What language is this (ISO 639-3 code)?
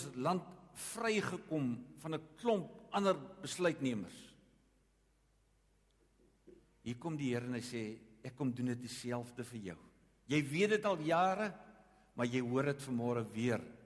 afr